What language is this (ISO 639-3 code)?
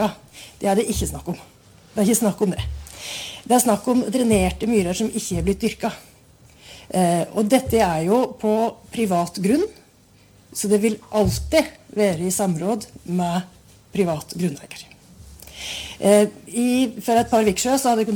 nor